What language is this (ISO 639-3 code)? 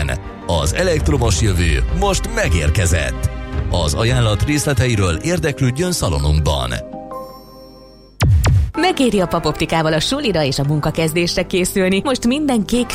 hun